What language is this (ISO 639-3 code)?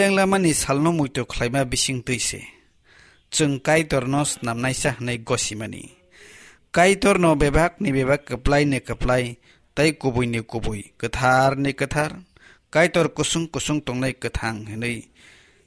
trp